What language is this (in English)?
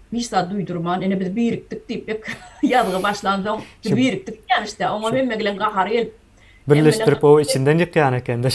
Turkmen